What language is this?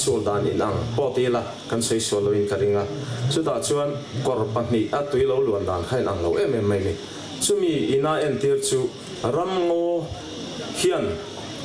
Mizo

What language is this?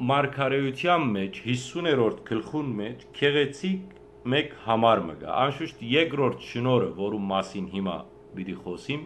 Western Armenian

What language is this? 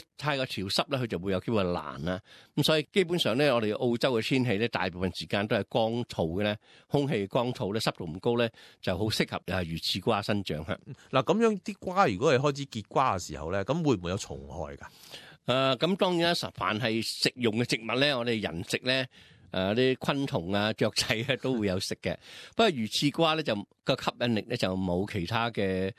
Cantonese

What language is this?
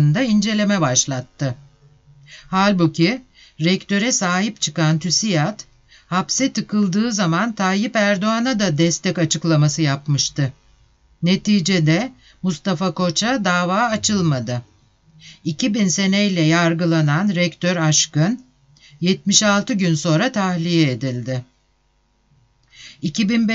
Turkish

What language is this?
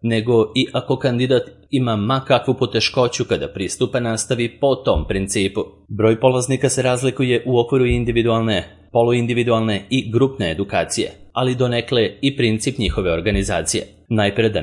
Serbian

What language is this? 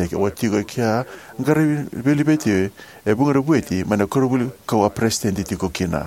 Fijian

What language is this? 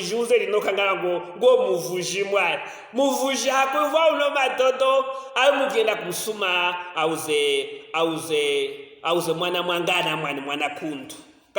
Luvale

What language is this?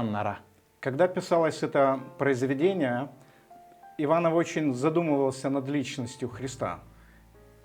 Gagauz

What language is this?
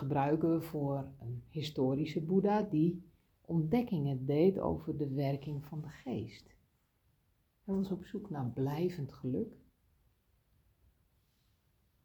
Dutch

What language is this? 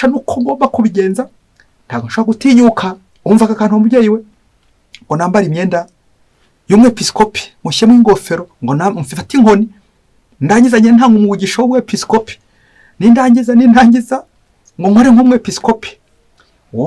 Kinyarwanda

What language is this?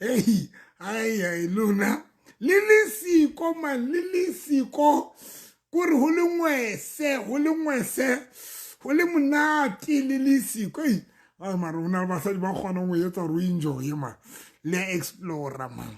Southern Sotho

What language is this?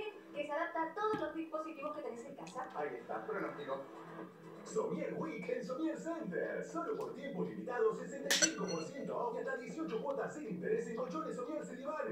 Spanish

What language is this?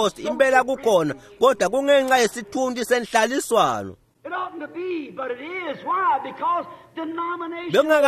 Swati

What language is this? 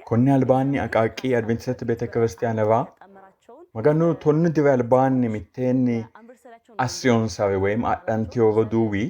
Sidamo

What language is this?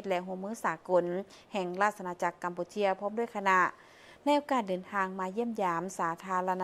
Lao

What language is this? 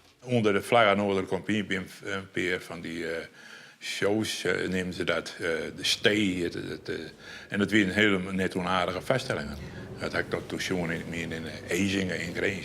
Western Frisian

